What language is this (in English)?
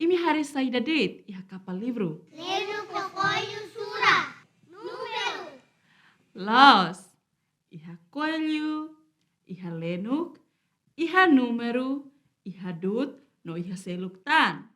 Tetum